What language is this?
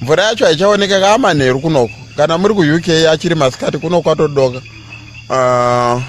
Shona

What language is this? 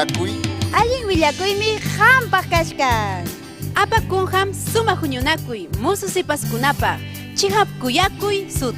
Ayacucho Quechua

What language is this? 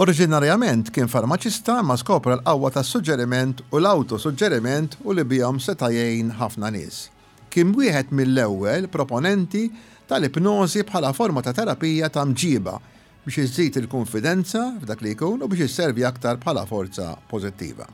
Maltese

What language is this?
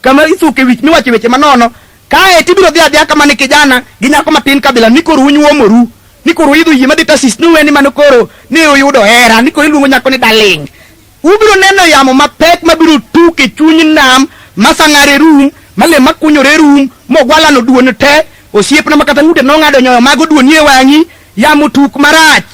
Luo (Kenya and Tanzania)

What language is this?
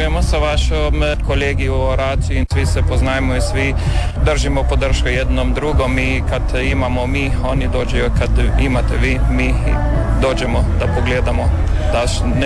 Croatian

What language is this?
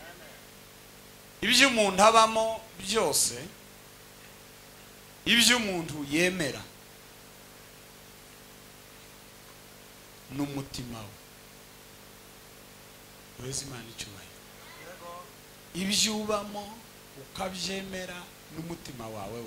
Kinyarwanda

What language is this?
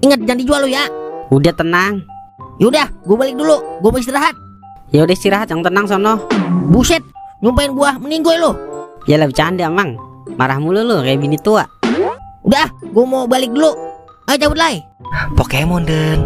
Betawi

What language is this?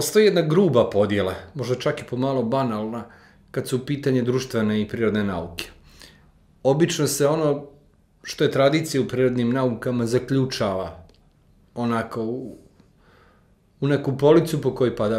Serbian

